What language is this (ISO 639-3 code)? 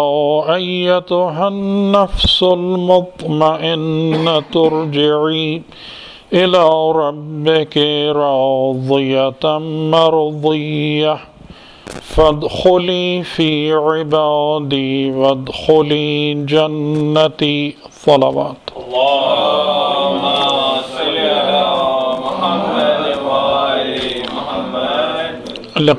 urd